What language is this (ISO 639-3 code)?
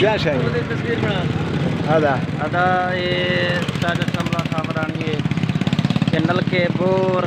skr